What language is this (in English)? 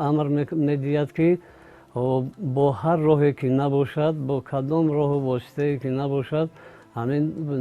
Tajik